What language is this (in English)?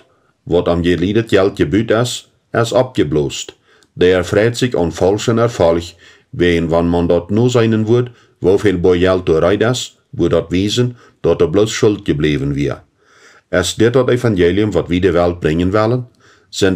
Plautdietsch